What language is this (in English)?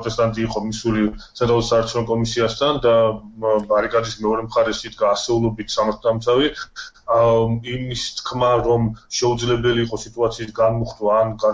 Georgian